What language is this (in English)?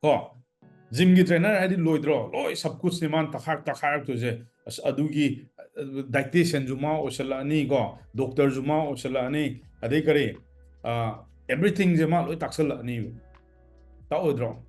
Manipuri